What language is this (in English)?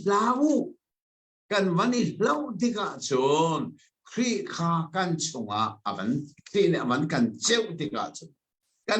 Hakha Chin